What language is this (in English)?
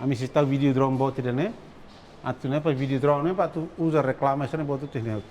Tetum